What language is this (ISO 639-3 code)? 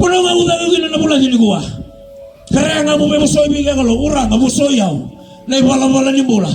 fij